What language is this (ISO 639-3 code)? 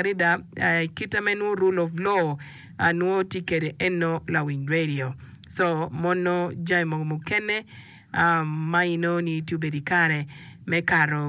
ach